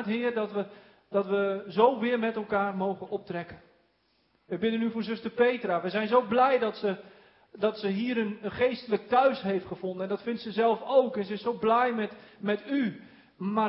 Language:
Dutch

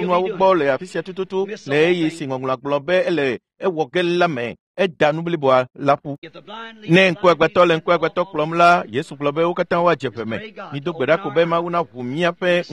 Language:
Ewe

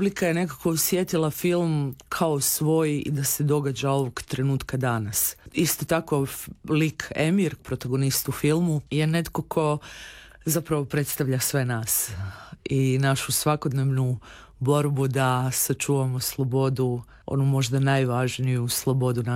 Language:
Croatian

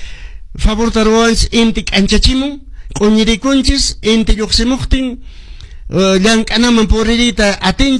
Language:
Quechua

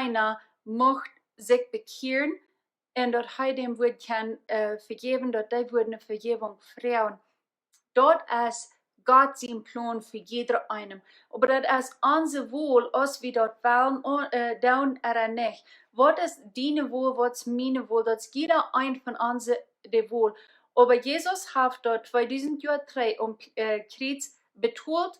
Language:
Plautdietsch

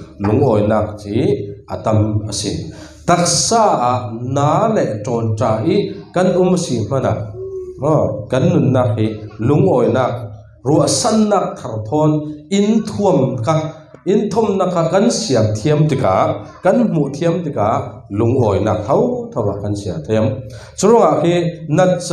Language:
Falam Chin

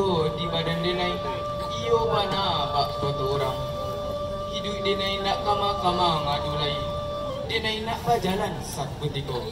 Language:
Minangkabau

